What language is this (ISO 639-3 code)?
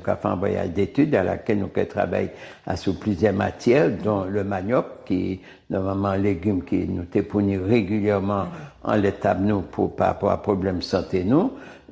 gcf